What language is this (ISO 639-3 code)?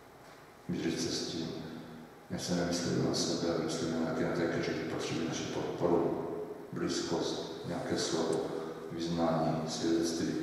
ces